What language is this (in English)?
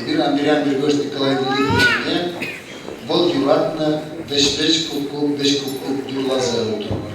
Chuvash